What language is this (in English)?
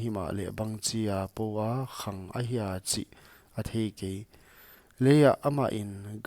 Paite Chin